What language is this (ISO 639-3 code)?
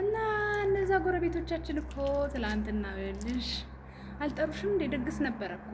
amh